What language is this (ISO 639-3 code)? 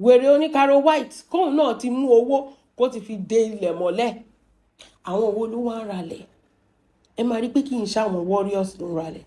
yor